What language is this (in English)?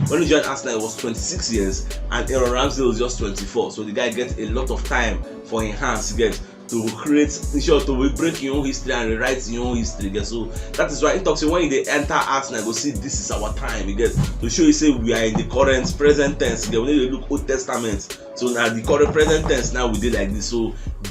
Nigerian Pidgin